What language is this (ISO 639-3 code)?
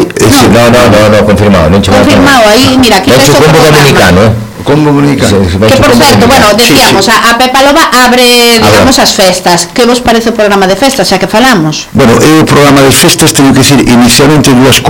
glg